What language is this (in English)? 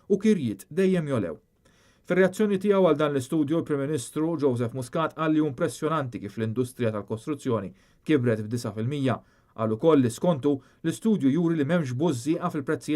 Maltese